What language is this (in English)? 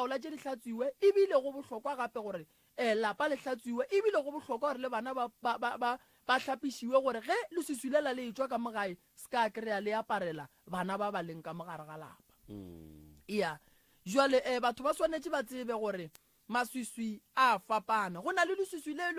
Northern Sotho